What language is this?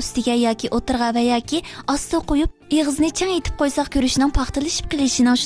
Uyghur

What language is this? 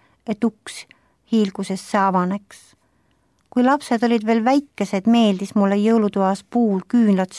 Estonian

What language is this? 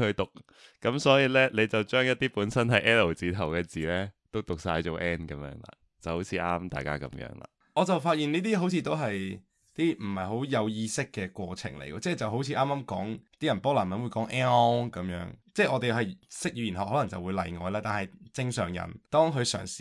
Cantonese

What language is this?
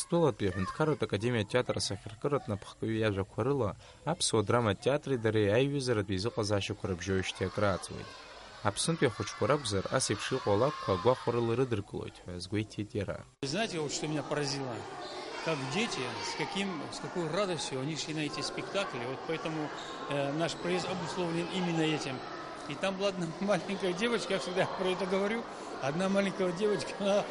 Abkhazian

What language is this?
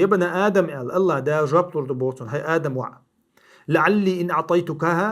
Chechen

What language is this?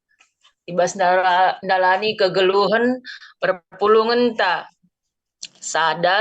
Batak Karo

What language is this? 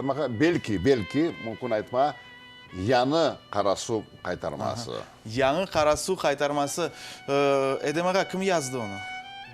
Crimean Tatar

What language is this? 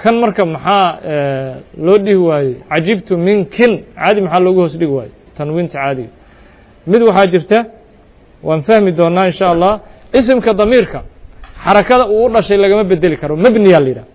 Somali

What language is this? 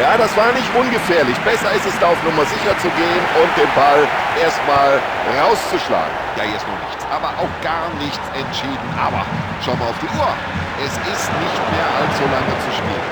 Bavarian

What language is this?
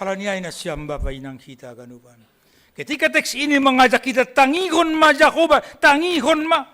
Batak Simalungun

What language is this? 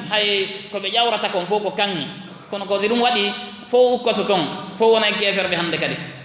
Fula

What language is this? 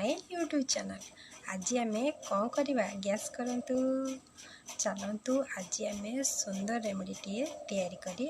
Odia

